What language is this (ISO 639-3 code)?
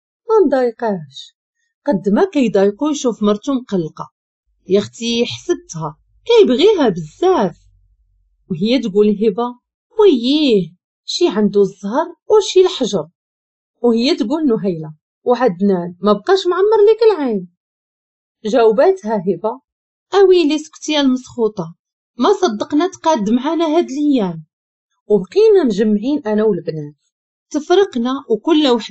ary